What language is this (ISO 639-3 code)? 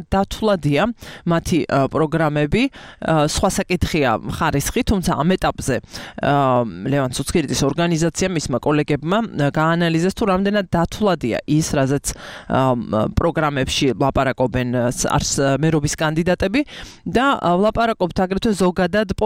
kat